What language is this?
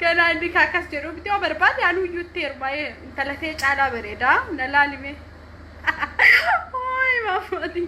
Oromo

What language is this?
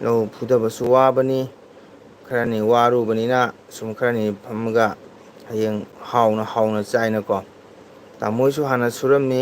Manipuri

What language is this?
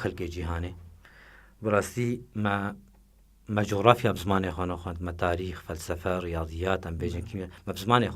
Kurdish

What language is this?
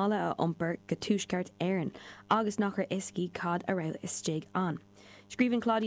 Irish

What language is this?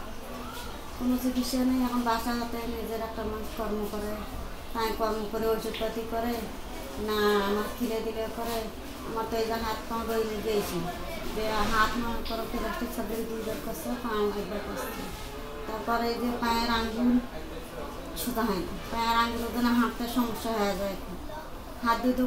Bangla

